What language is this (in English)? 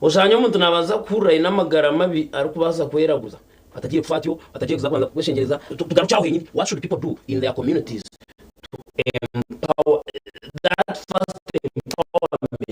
Nyankole